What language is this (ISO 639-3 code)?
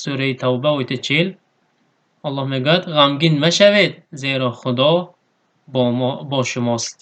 tgk